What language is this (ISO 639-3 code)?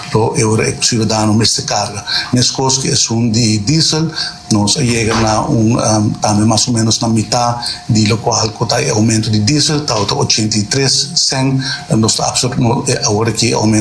pap